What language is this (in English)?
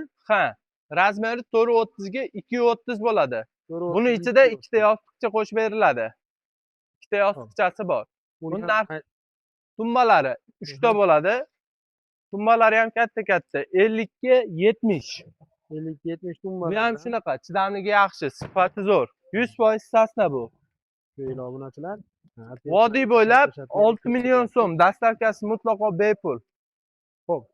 Uzbek